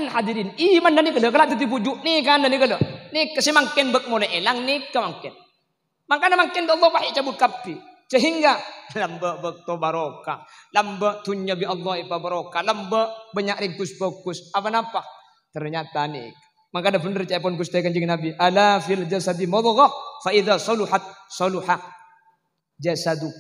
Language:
Madurese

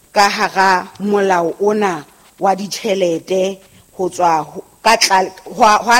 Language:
Southern Sotho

